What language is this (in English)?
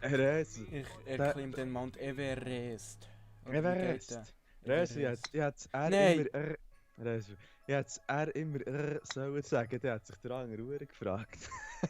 Swiss German